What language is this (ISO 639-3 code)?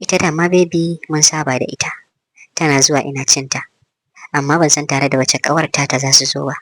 hau